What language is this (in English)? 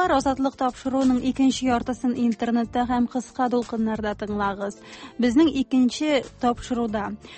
Tatar